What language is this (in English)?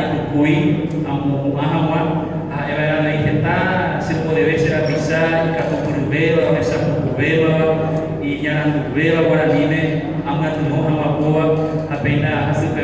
Guarani